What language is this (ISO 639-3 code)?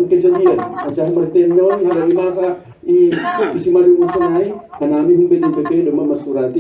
bts